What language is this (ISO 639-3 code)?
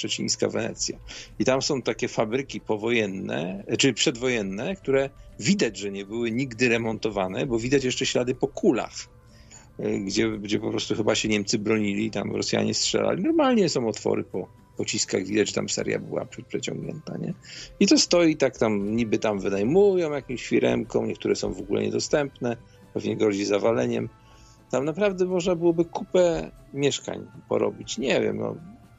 pol